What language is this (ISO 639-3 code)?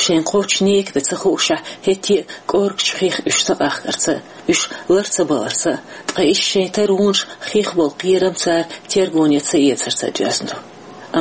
che